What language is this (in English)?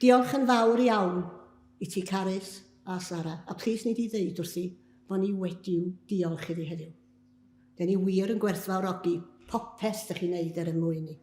Welsh